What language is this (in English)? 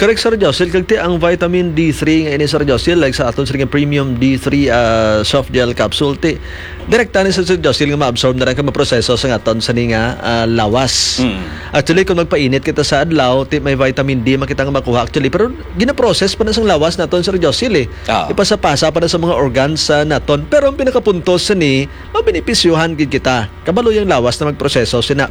Hiligaynon